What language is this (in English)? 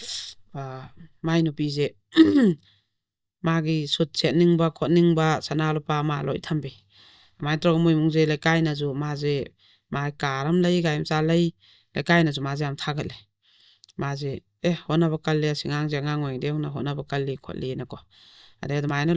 Manipuri